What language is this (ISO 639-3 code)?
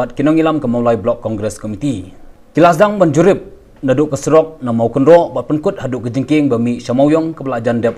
kha